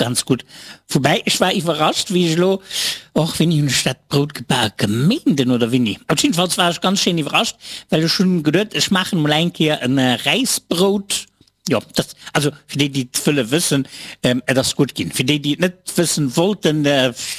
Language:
Luxembourgish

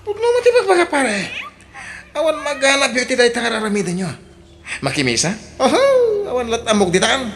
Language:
Iloko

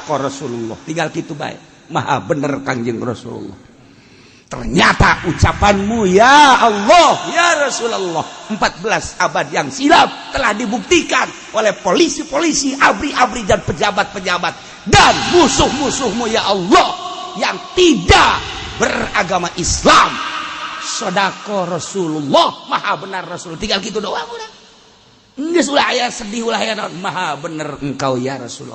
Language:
Sundanese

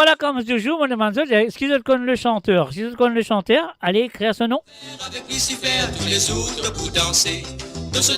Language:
Morisyen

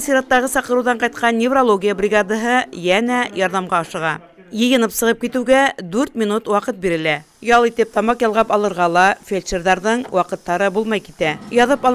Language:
Bashkir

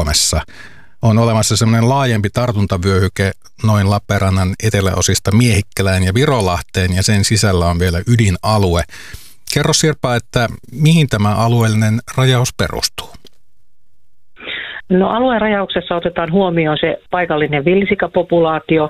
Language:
Finnish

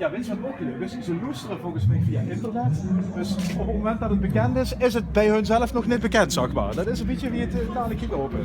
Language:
Limburgish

